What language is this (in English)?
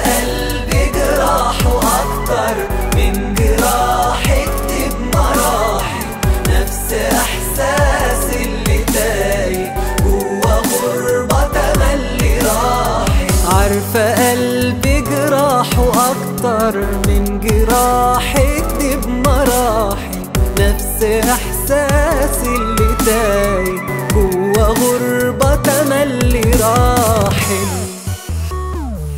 Egyptian Arabic